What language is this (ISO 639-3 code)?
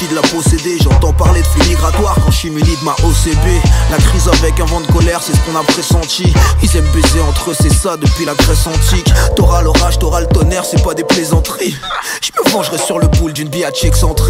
fra